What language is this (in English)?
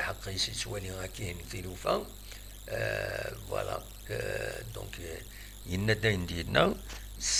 Kabyle